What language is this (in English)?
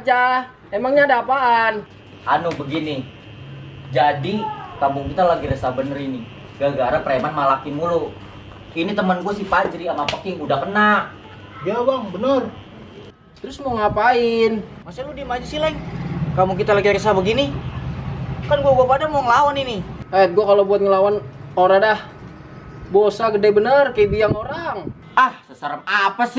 Betawi